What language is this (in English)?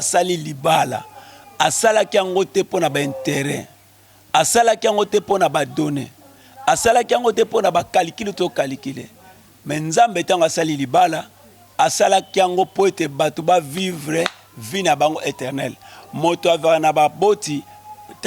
Lingala